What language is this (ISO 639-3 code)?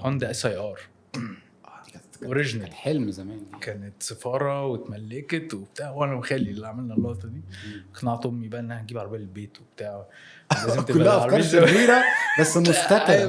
arz